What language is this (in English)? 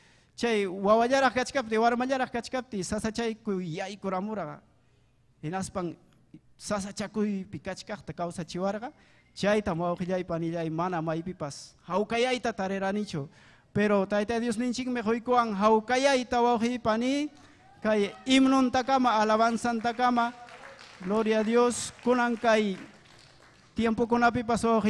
Ayacucho Quechua